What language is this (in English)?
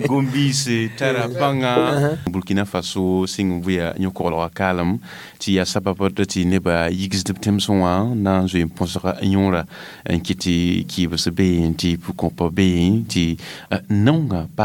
Mossi